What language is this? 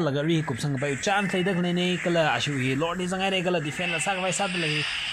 Tangkhul Naga (India)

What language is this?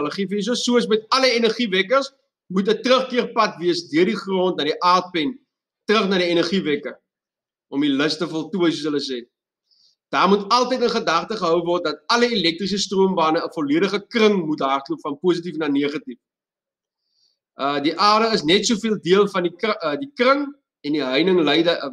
Afrikaans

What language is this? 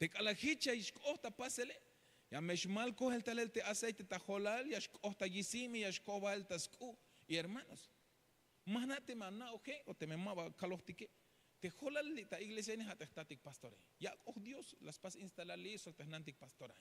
Tzeltal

